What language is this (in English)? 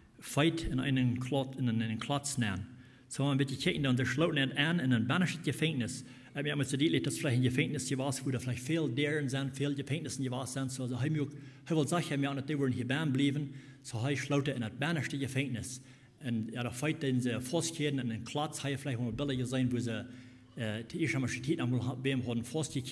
Plautdietsch